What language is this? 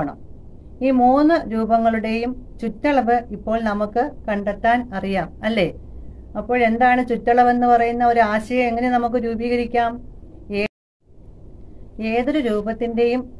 Malayalam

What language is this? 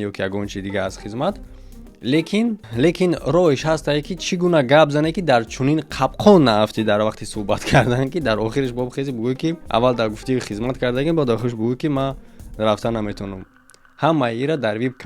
Tajik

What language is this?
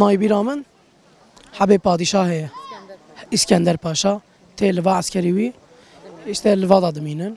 Kurdish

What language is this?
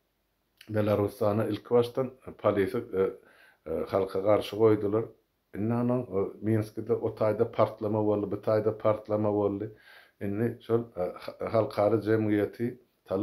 Turkmen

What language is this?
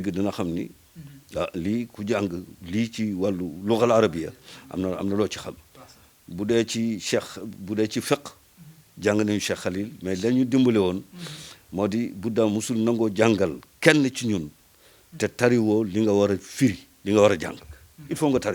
Wolof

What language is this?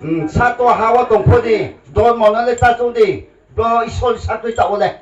Riang (India)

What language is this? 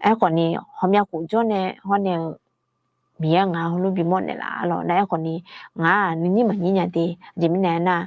Akha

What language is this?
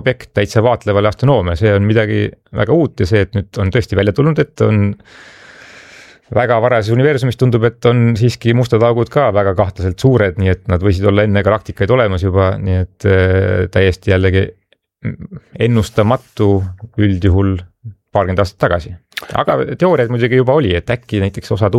Estonian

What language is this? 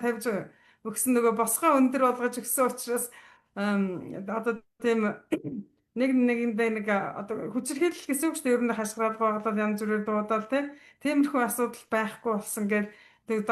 Mongolian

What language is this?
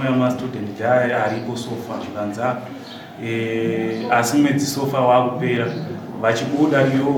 Shona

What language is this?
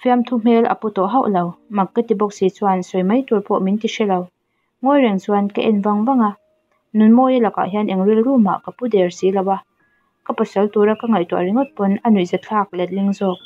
Mizo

